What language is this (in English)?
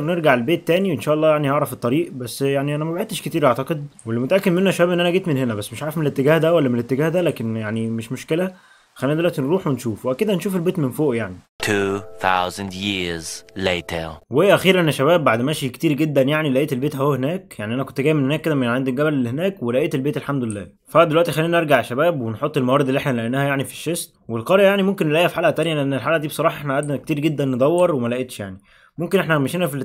Egyptian Arabic